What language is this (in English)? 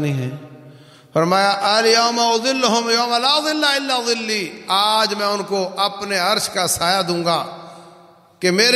Urdu